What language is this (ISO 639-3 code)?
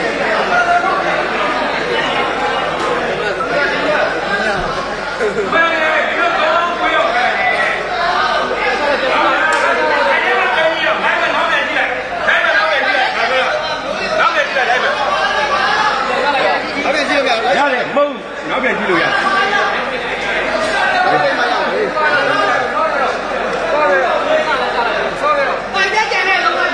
mya